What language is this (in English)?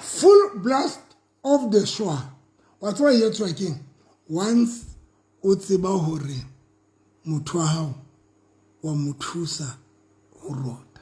Southern Sotho